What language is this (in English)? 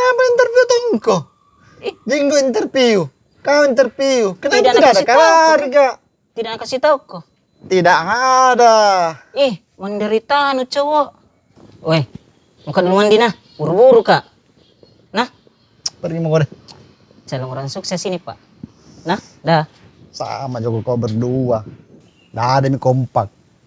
Makassar Malay